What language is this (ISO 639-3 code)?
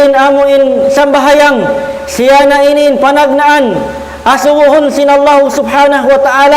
tsg